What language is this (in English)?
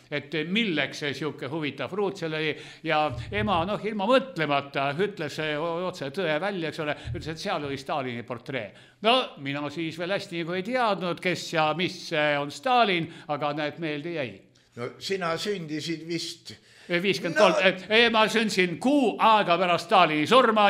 Estonian